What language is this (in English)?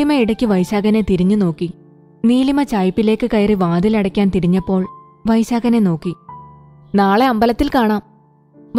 Malayalam